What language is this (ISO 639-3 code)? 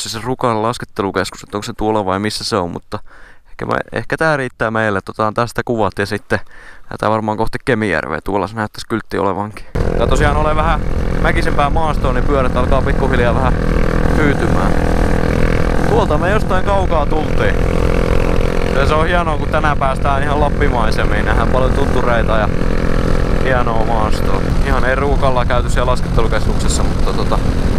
fin